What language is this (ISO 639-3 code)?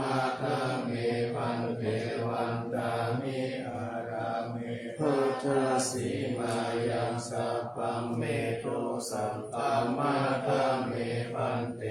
pli